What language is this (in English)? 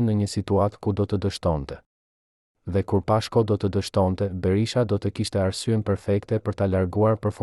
Albanian